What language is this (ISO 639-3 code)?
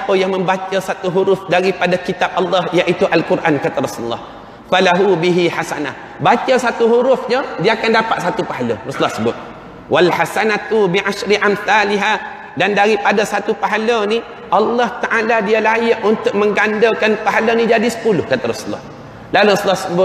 msa